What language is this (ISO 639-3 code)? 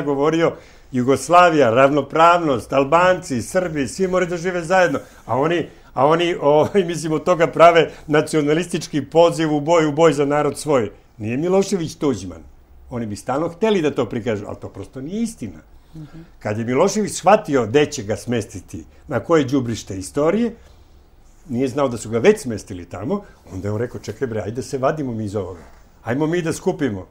srp